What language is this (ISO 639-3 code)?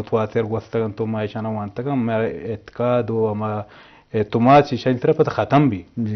bgp